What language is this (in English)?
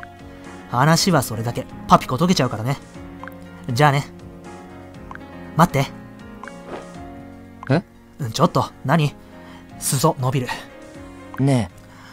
Japanese